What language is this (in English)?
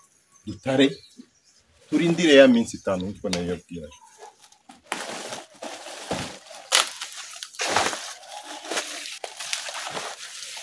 Kinyarwanda